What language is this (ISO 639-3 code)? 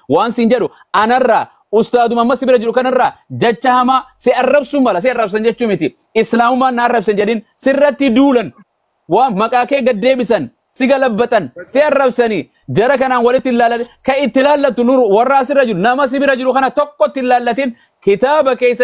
orm